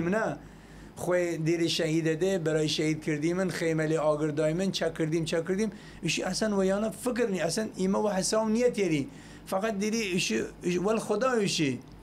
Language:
Southern Kurdish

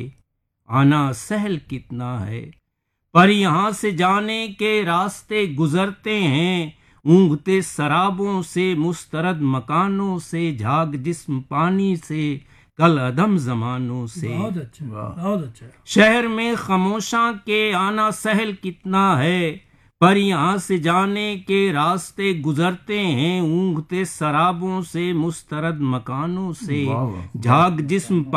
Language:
Urdu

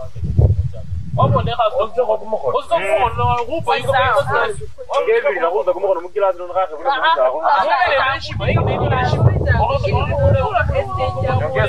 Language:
Luyia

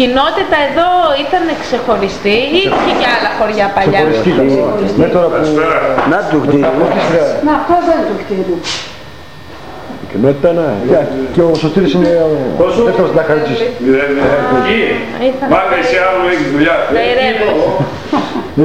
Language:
Greek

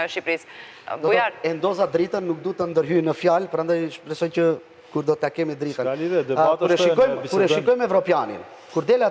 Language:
Albanian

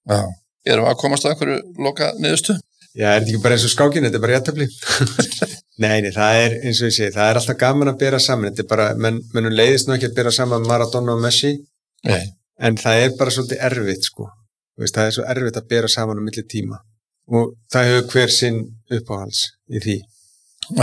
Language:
Icelandic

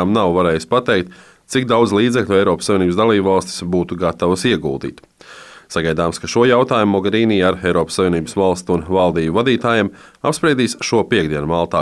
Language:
Latvian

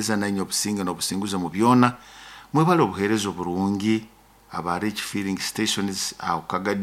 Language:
Nyoro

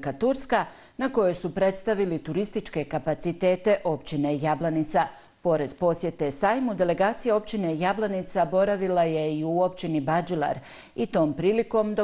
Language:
Bosnian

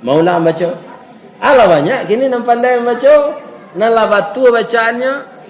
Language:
Minangkabau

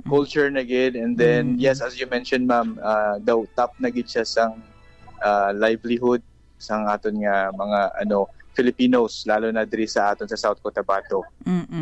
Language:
Hiligaynon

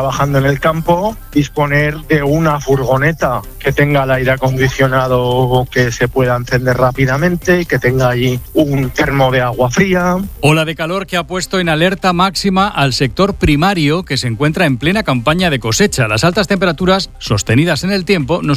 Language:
Spanish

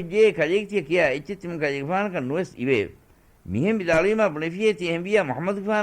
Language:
Divehi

